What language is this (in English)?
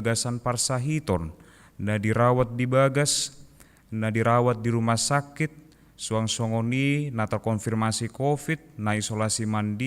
Batak Toba